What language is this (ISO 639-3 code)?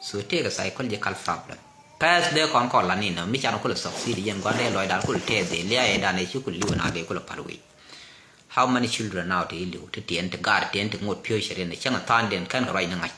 nus